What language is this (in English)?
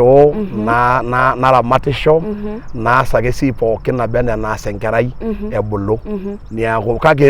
Masai